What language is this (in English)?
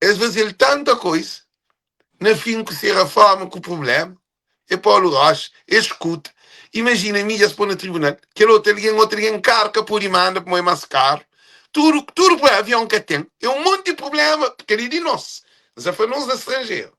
Kabuverdianu